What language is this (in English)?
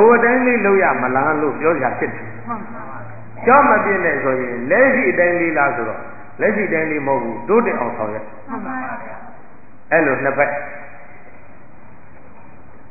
Burmese